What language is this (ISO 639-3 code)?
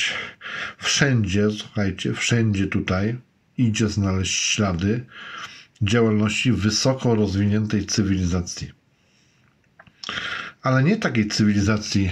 pol